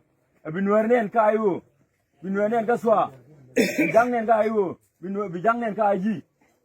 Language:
Nuer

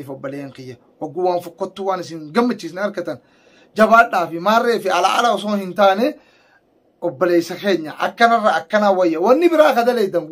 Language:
Oromo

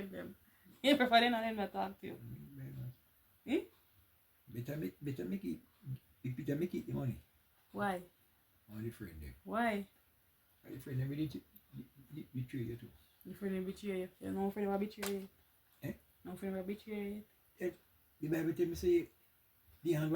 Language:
Jamaican Creole English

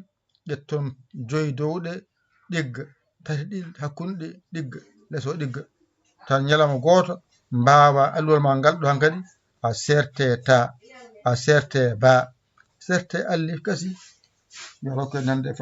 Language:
Fula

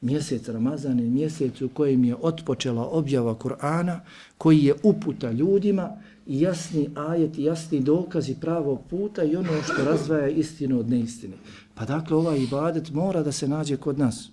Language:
Bosnian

